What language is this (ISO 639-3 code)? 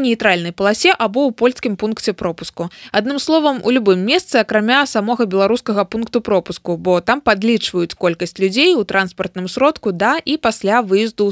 bel